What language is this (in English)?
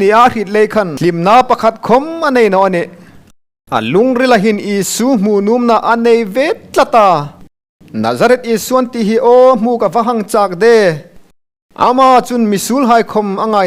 Hmar